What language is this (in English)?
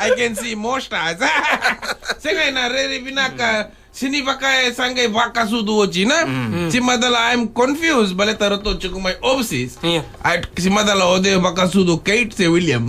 Fijian